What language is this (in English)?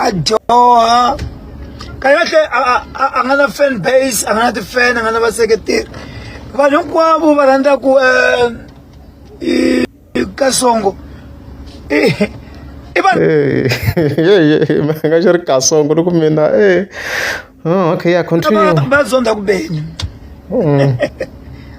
Tsonga